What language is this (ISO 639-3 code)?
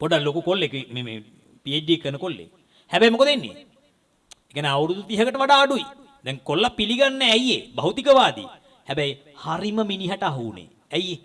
sin